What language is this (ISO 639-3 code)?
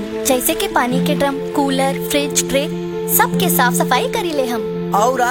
bho